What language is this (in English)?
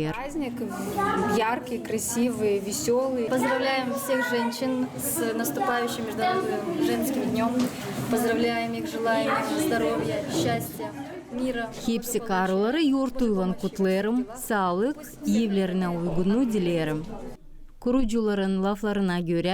Gagauz